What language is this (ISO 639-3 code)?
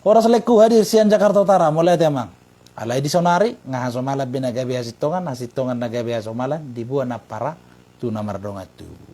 bbc